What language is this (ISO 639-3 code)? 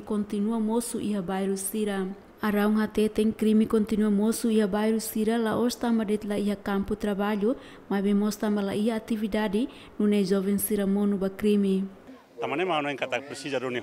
tet